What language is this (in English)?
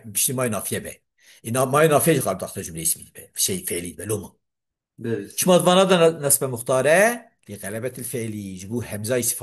Kurdish